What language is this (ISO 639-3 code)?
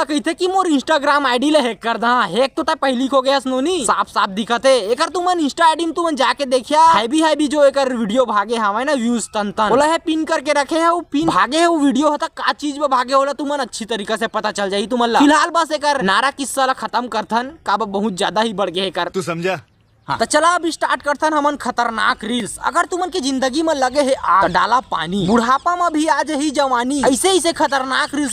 hne